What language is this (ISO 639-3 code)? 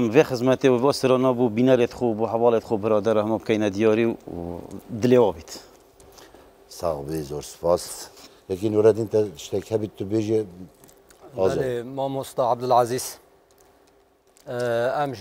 kur